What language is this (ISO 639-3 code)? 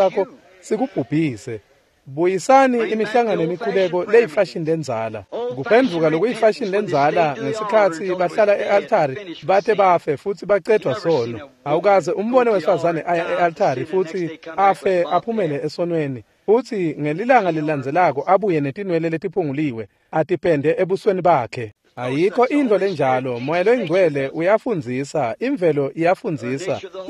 ssw